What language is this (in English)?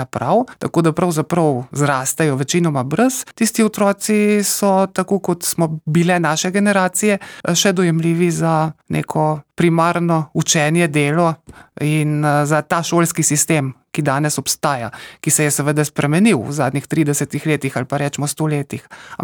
Slovenian